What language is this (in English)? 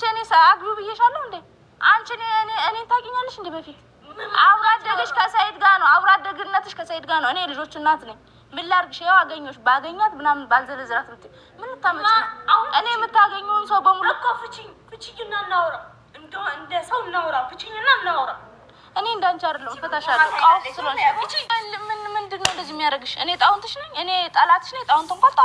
Amharic